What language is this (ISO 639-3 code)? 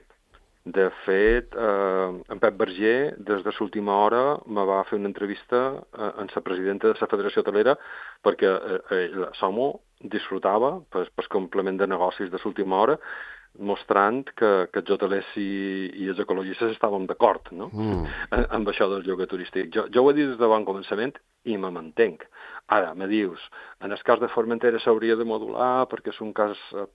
cat